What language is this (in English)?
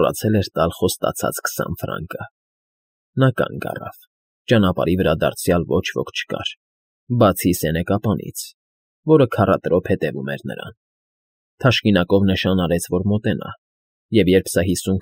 Armenian